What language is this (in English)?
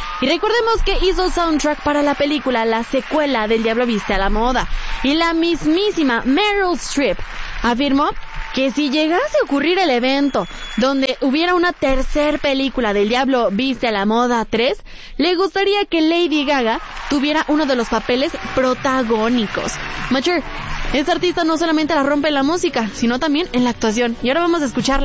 Spanish